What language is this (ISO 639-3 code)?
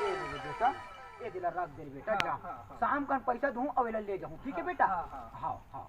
hne